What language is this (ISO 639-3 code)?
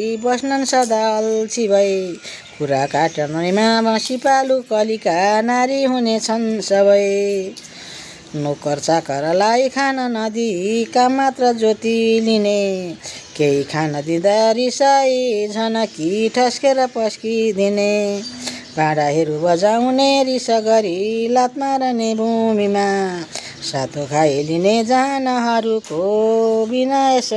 nep